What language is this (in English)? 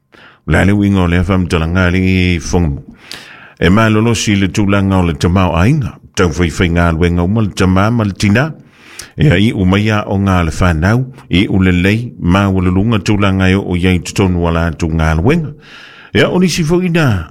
Samoan